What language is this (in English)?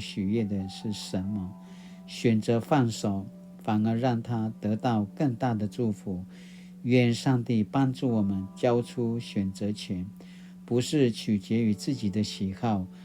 Paiwan